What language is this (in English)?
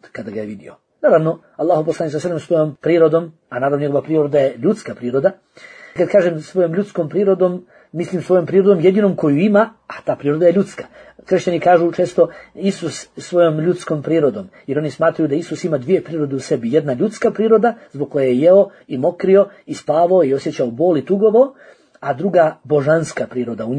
Bosnian